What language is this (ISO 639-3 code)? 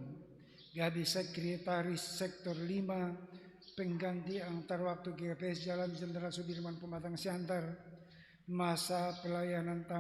bts